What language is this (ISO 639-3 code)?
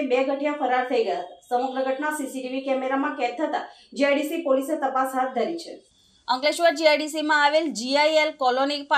guj